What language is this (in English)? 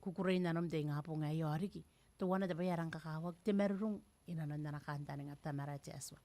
Gilbertese